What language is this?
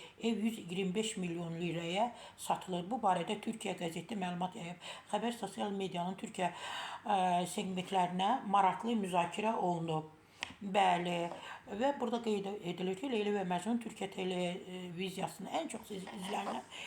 Azerbaijani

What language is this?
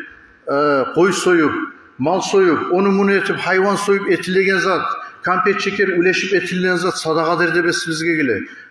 Kumyk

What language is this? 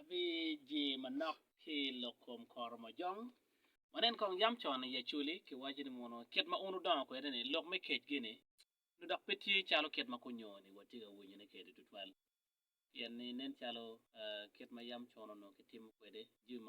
Acoli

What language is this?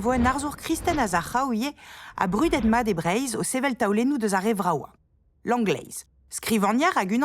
Breton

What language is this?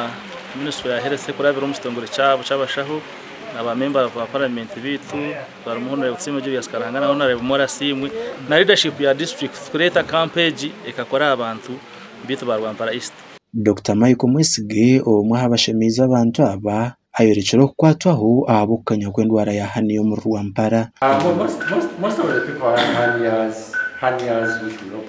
Nyankole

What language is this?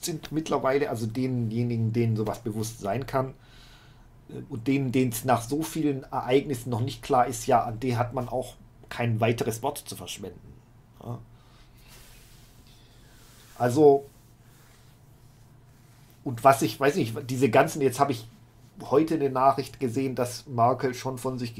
German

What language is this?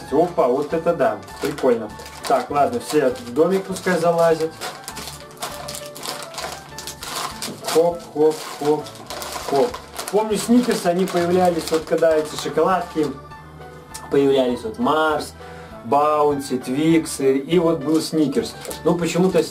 Russian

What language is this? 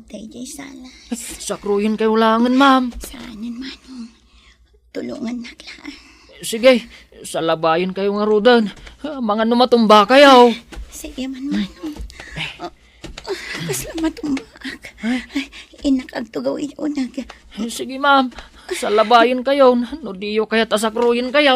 Iloko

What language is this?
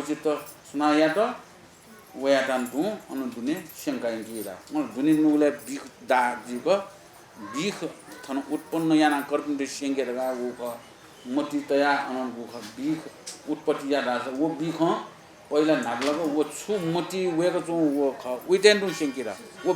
Newari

